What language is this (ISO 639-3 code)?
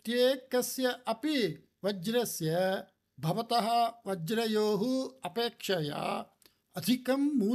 san